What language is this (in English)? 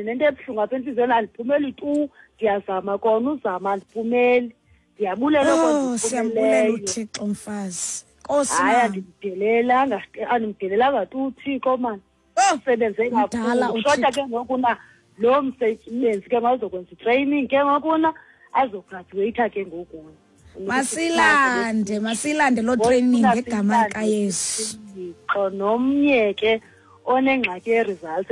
Xhosa